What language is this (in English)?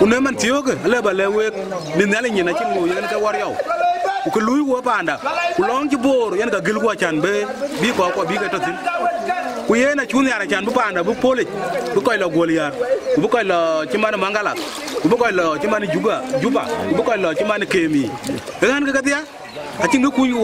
Dinka